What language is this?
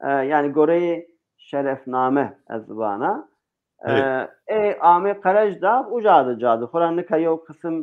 Zaza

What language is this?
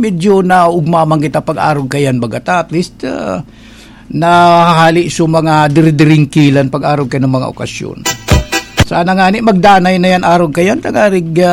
Bikol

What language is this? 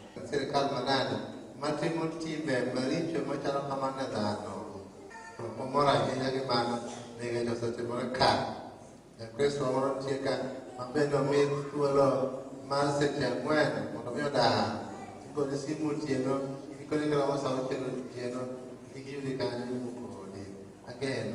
Luo (Kenya and Tanzania)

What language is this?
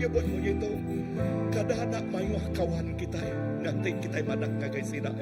Iban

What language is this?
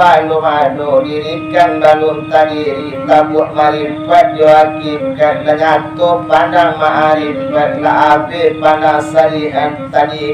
Minangkabau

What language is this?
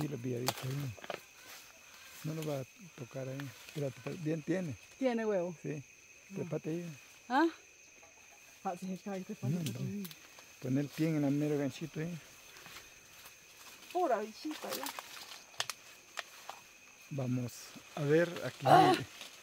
Spanish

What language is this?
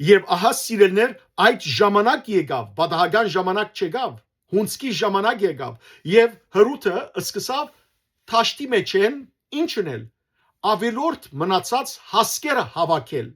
Western Armenian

